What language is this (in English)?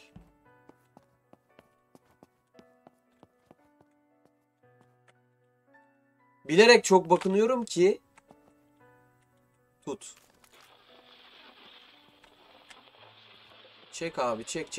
Turkish